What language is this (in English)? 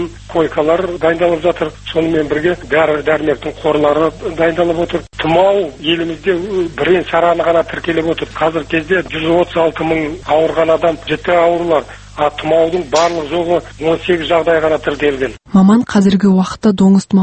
Kazakh